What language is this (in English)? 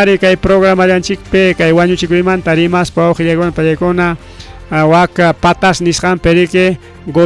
Ayacucho Quechua